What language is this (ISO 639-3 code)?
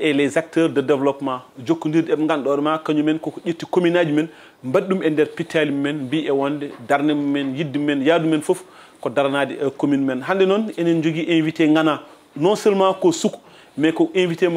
ful